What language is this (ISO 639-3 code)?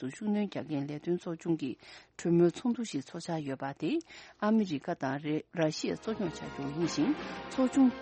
bod